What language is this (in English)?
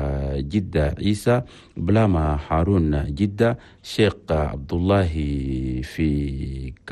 Chadian Arabic